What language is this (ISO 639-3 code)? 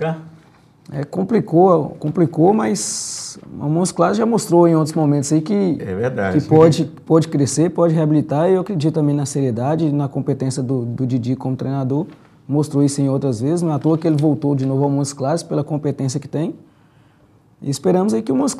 por